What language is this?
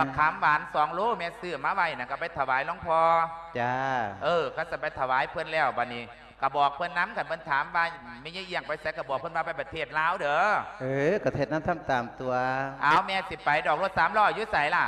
Lao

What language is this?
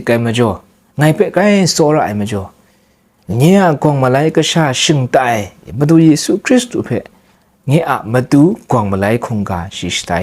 Kachin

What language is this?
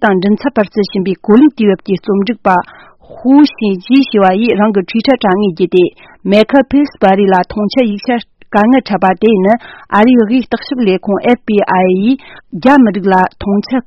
Tibetan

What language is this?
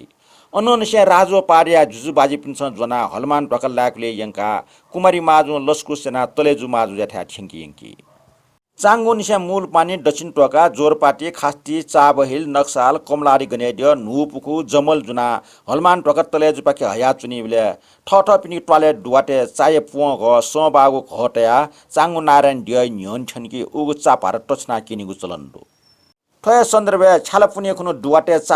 Newari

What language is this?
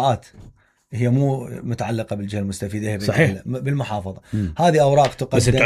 Mesopotamian Arabic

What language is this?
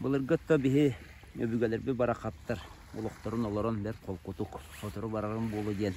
Yakut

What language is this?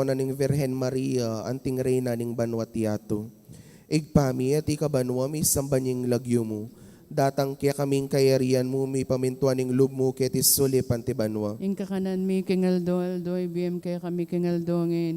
Pampanga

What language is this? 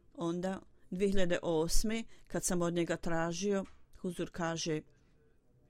Bosnian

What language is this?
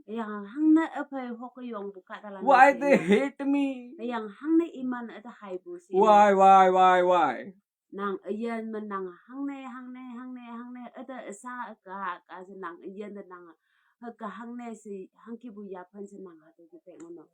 Konyak Naga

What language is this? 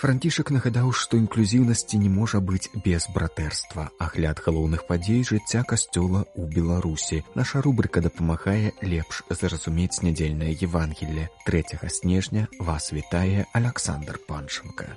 Belarusian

